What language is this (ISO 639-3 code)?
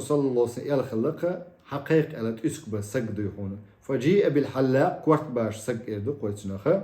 che